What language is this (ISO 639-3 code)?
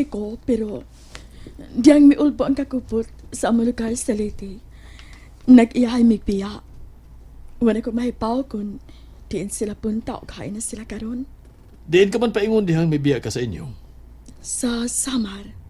ceb